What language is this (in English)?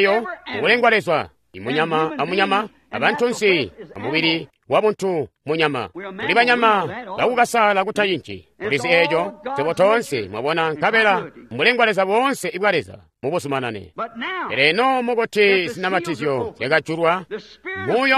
Tonga (Zambia)